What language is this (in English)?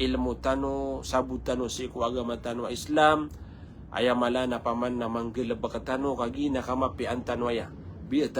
Maranao